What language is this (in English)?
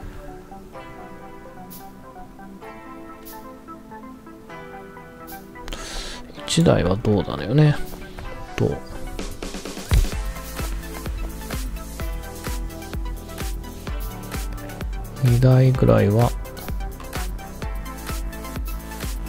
Japanese